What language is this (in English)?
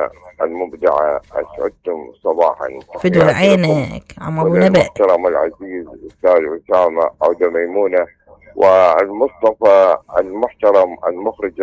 Mesopotamian Arabic